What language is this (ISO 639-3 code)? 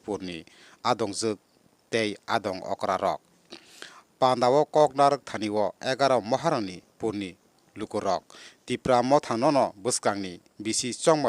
trp